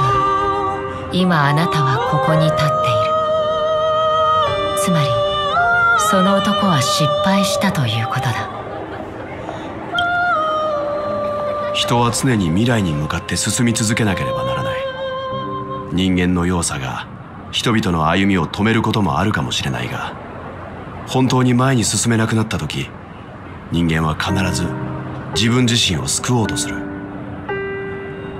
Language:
Japanese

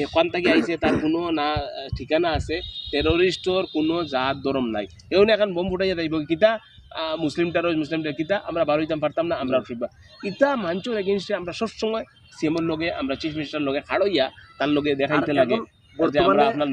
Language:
Sylheti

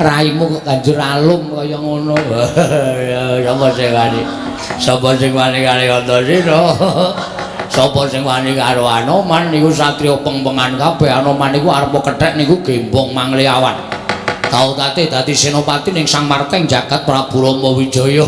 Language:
Javanese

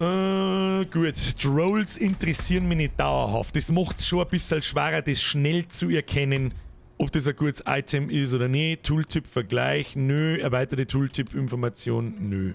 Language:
Bavarian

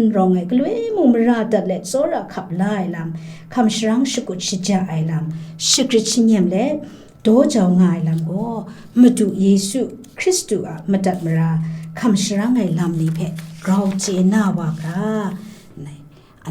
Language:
Kachin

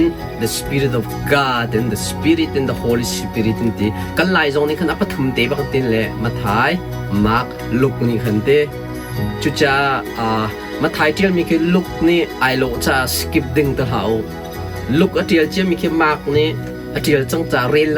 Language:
Hakha Chin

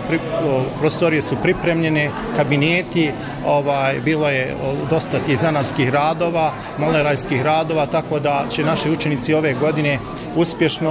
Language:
Bosnian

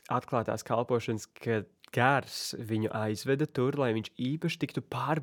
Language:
Latvian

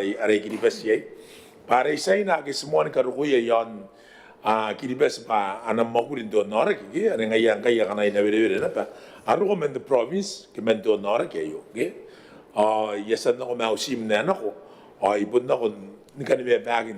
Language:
Gilbertese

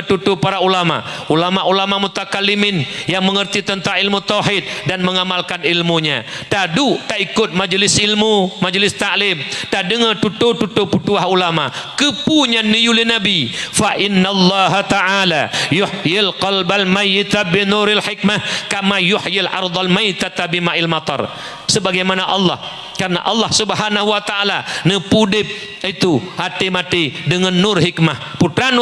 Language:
Achinese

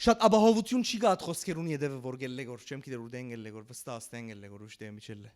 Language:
Western Armenian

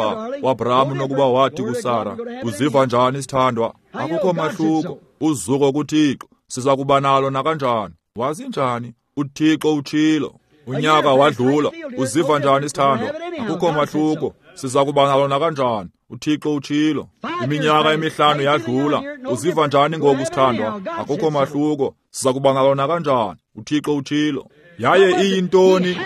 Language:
Xhosa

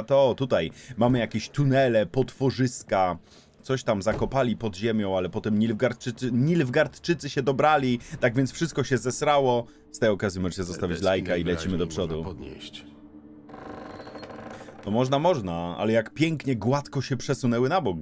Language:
Polish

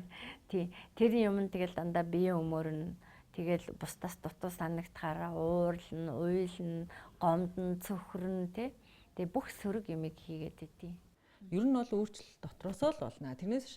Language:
Mongolian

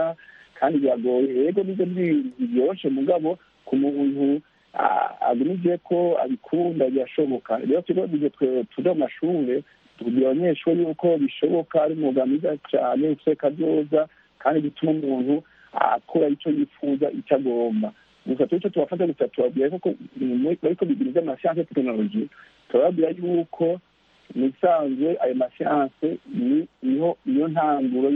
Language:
Kinyarwanda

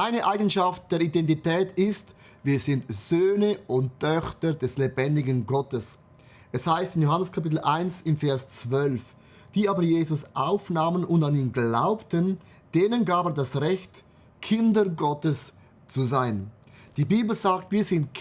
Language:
Swiss German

